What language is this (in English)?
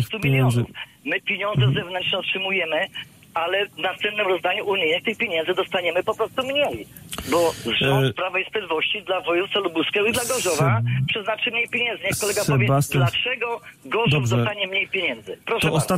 Polish